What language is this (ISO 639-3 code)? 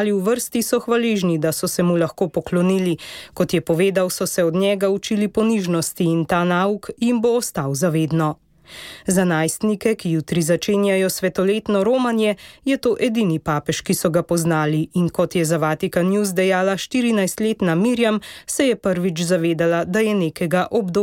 slv